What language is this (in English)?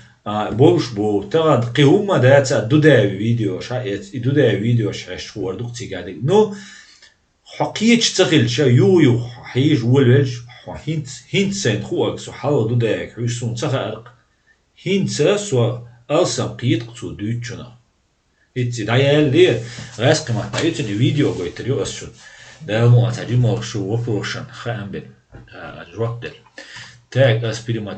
Chechen